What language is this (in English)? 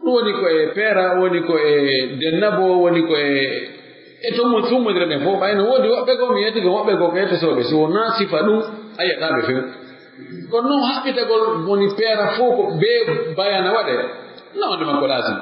Pular